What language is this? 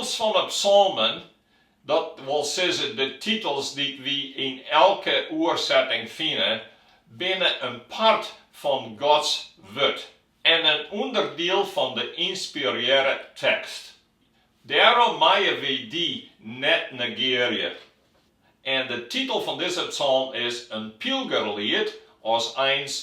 Western Frisian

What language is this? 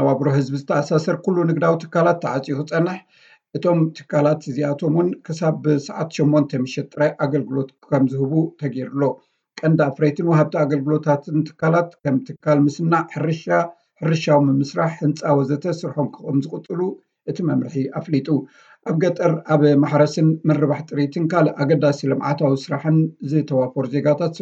Tigrinya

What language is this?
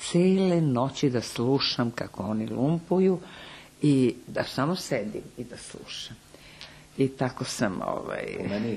Serbian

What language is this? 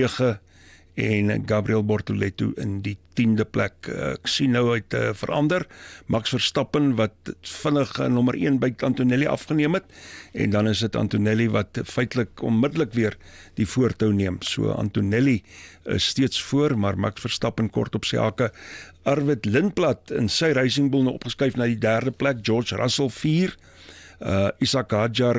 Afrikaans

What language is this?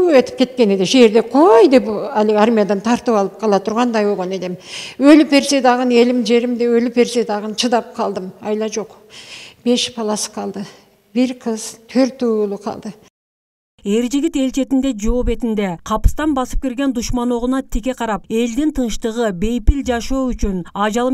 Kyrgyz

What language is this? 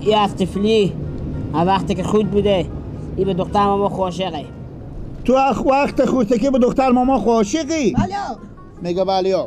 Persian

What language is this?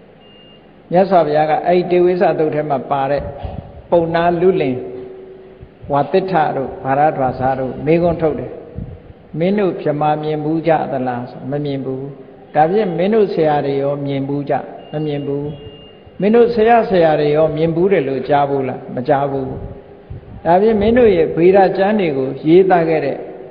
Burmese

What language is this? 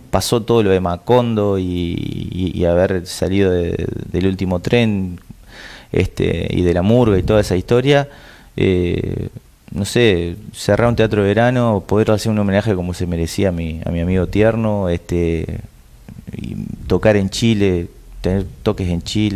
Spanish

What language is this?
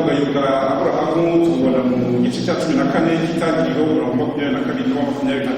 Kinyarwanda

